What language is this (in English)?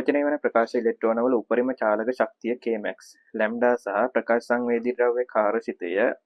Sinhala